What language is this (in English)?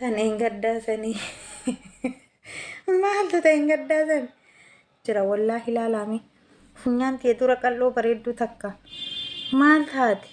Oromo